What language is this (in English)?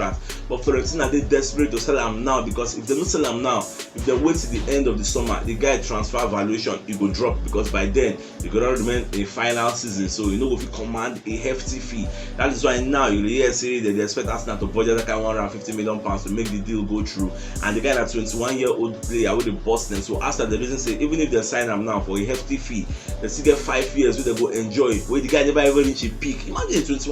Nigerian Pidgin